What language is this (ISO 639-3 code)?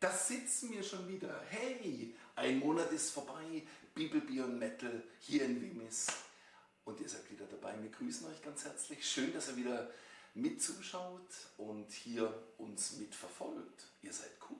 gsw